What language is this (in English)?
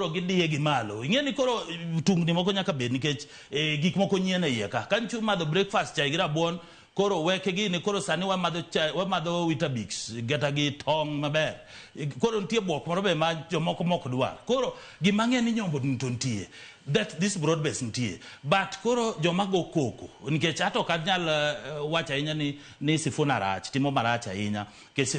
Luo (Kenya and Tanzania)